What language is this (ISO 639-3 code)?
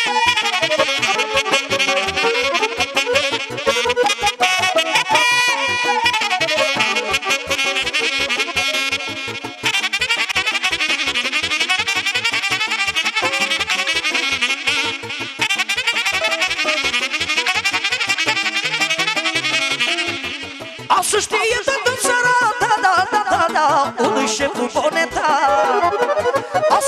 ron